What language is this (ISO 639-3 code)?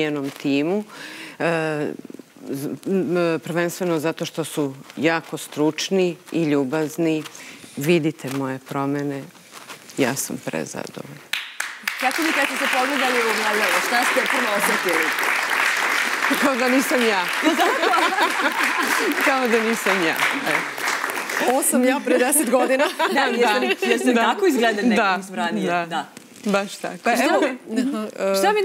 srp